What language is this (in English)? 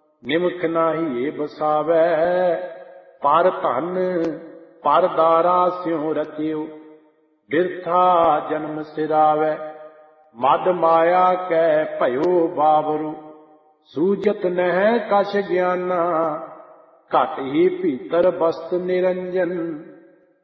Punjabi